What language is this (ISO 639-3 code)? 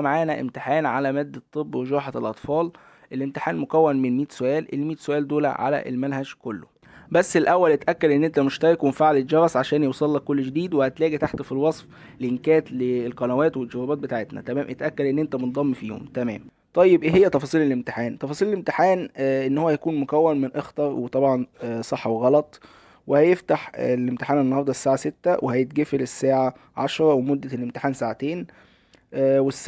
arz